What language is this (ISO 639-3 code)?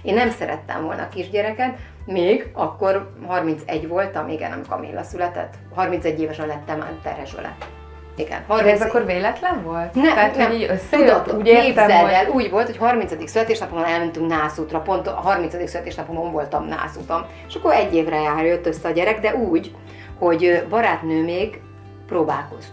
hun